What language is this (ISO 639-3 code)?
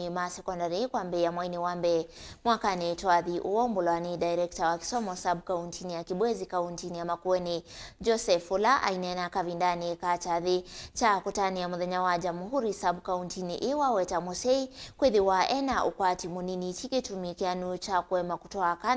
kam